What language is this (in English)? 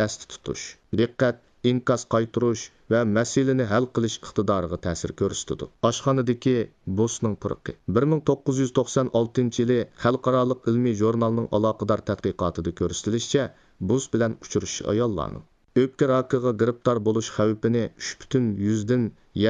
Uyghur